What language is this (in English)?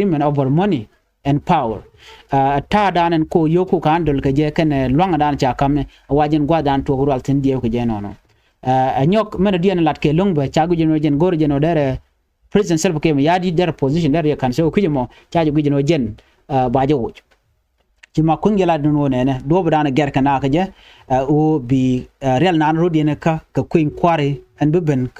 Nuer